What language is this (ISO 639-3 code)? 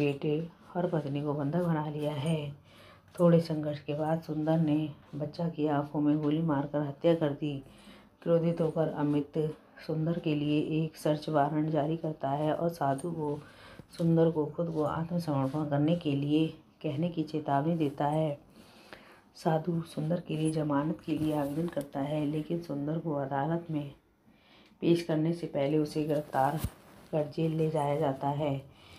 hin